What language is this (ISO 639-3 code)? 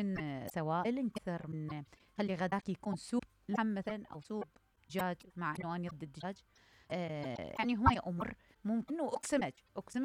acm